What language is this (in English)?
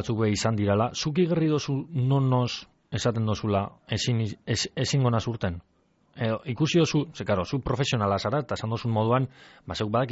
Basque